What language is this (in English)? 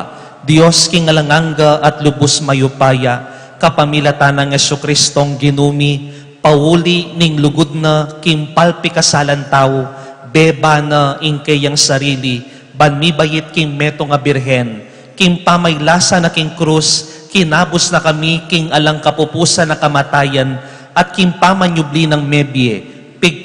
Pampanga